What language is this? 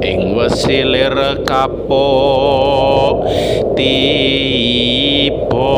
Javanese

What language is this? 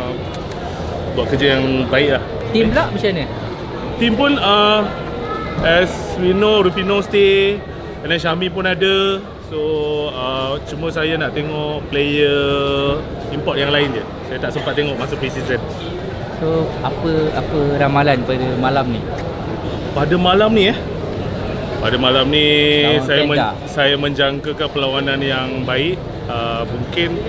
Malay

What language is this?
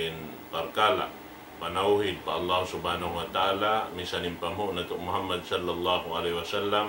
Tausug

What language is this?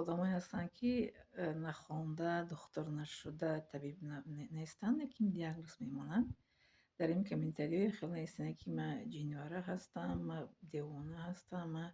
Tajik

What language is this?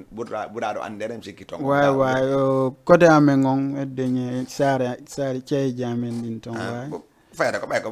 Fula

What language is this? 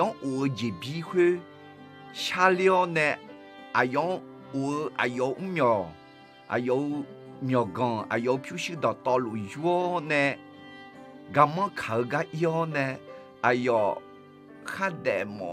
Akha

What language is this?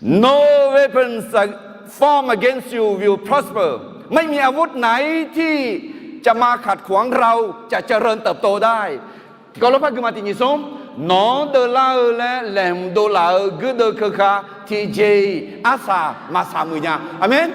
Akha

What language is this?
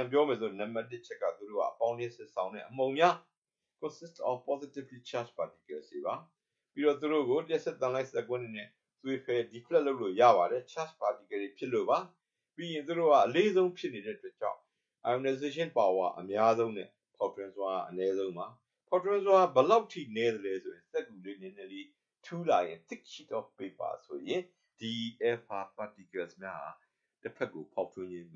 Burmese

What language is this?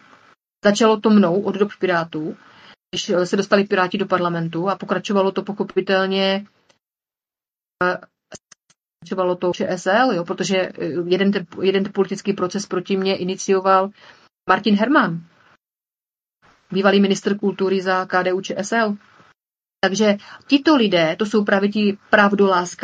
Czech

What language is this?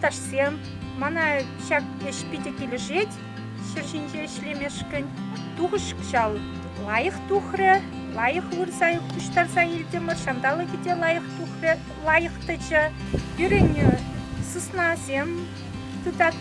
Chuvash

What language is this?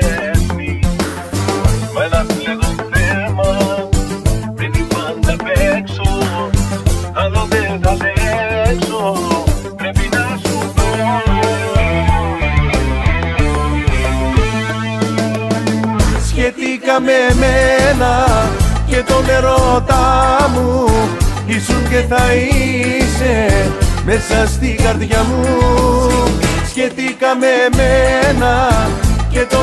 Greek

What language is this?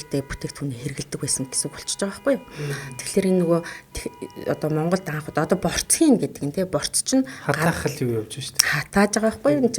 Mongolian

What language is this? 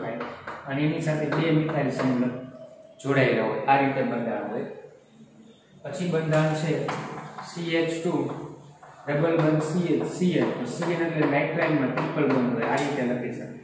Gujarati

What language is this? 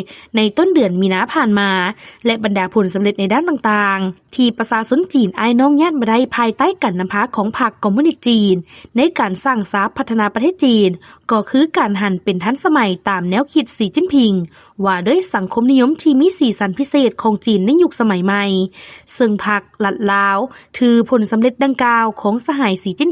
Lao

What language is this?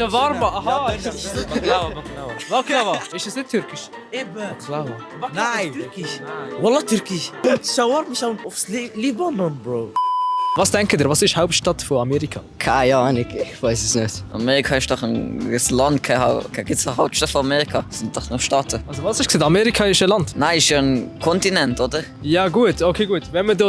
Swiss German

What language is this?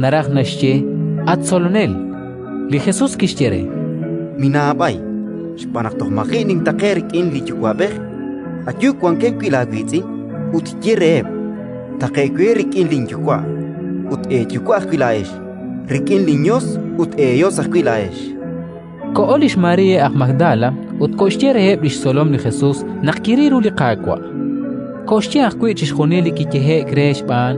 Kekchí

